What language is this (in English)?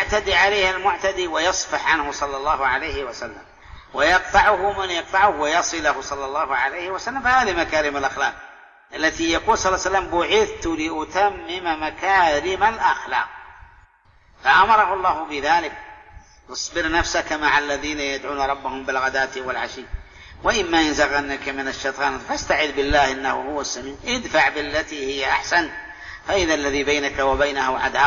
Arabic